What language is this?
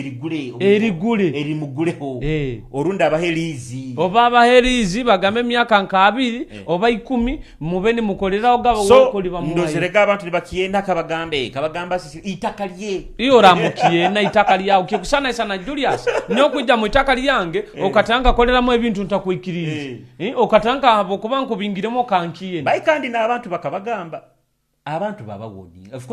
Nyoro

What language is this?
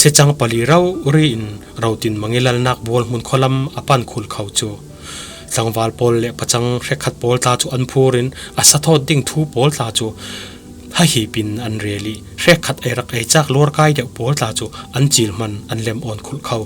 Falam Chin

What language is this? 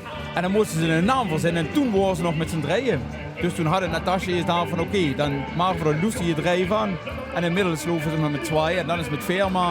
Limburgish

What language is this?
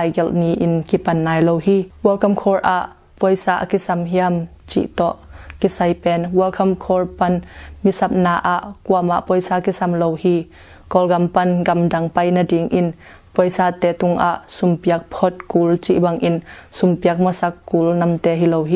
Tedim Chin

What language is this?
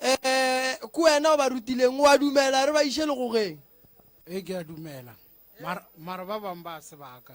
Northern Sotho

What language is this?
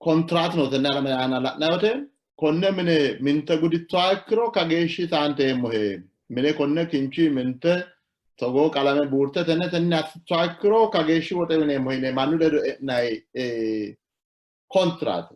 Sidamo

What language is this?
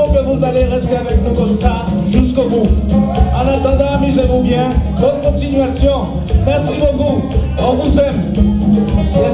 French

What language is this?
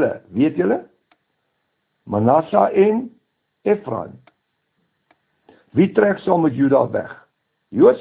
Afrikaans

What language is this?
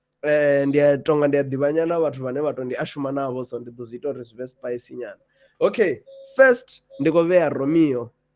Venda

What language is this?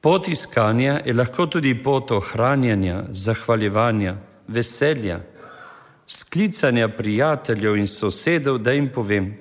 Slovenian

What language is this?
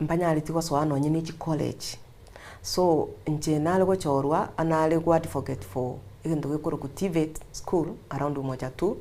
Gusii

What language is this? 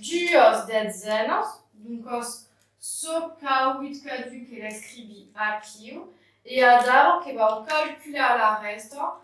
Occitan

